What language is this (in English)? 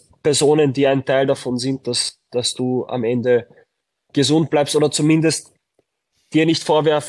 German